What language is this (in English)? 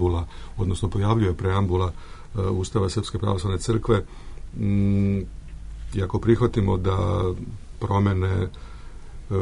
Serbian